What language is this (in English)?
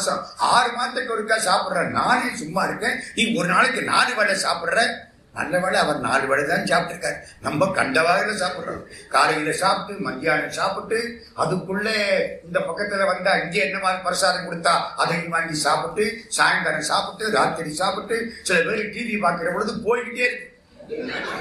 Tamil